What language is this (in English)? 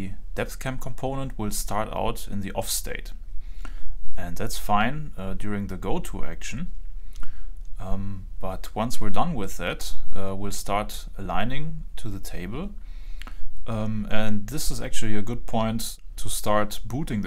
English